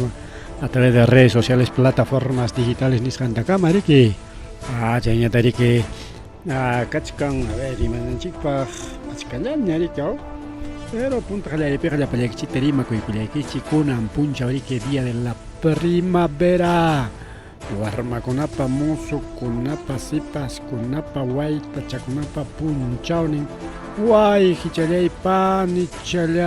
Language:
Ayacucho Quechua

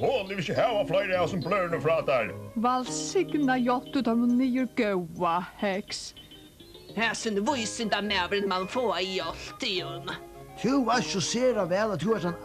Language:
Faroese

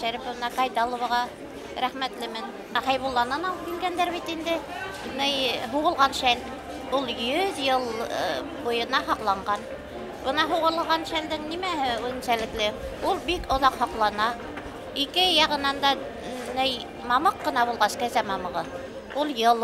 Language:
Bashkir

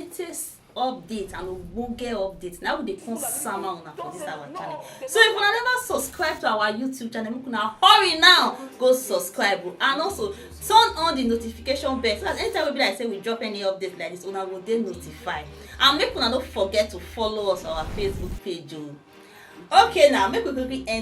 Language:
Nigerian Pidgin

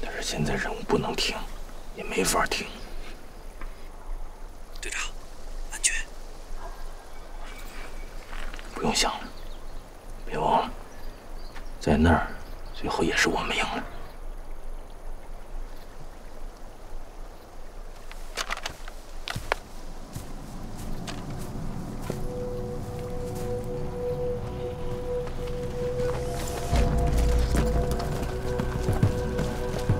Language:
Chinese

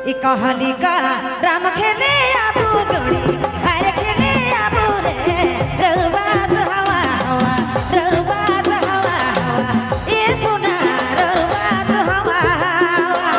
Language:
Sadri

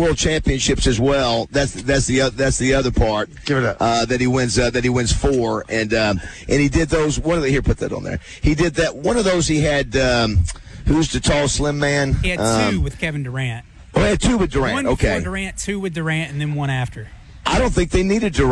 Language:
English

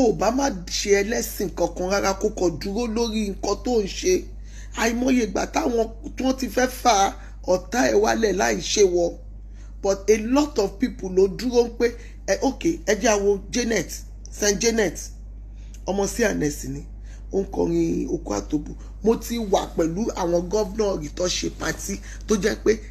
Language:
Yoruba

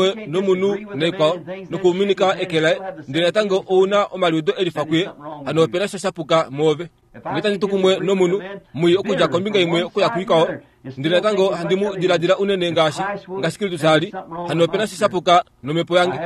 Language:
Kuanyama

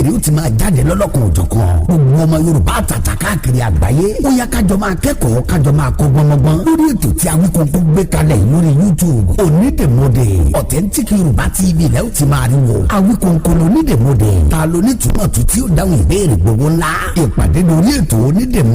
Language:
Yoruba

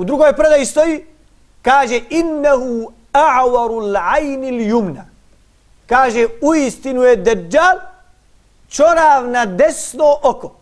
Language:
Bosnian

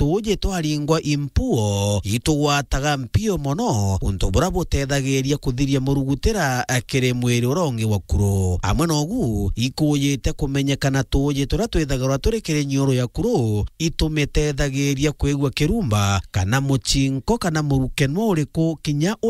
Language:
Meru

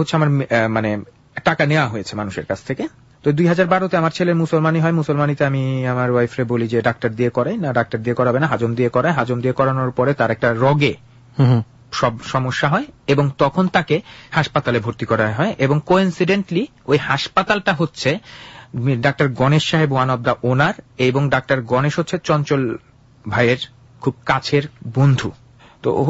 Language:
Bangla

